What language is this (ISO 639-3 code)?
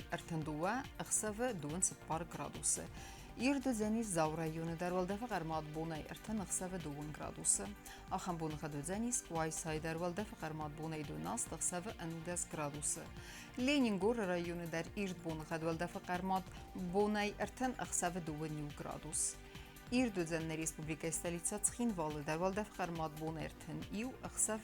oss